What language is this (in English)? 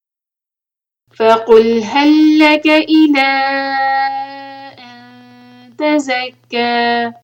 Urdu